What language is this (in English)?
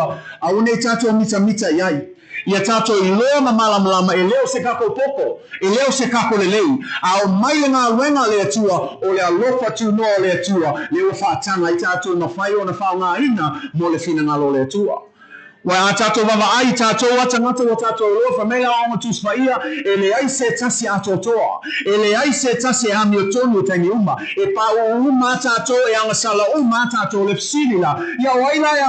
Samoan